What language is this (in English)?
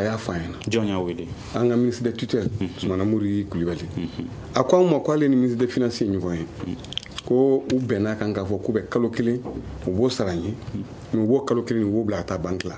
Bambara